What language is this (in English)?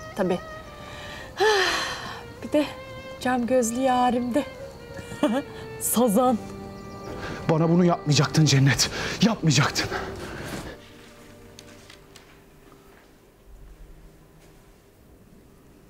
Turkish